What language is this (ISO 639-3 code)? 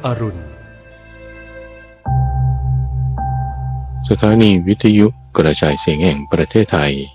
tha